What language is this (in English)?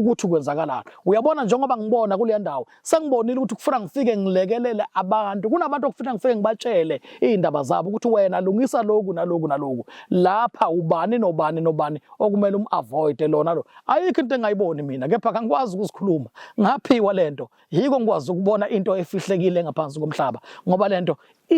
Zulu